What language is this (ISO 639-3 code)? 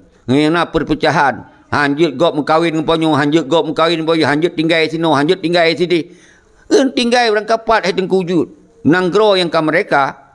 ace